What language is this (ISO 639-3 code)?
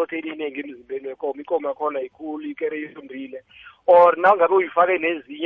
nbl